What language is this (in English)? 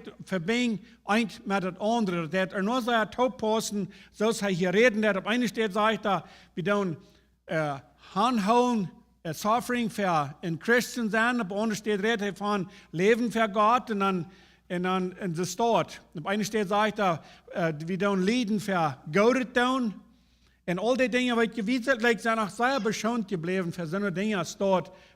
Plautdietsch